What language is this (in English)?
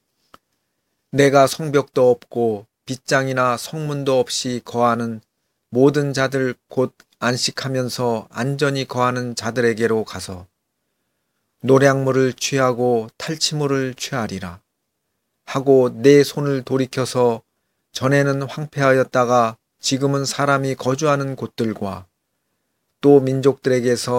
Korean